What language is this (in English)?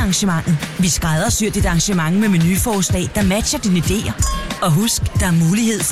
Danish